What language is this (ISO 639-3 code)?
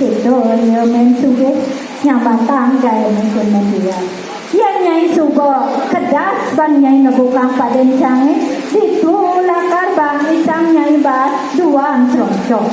ban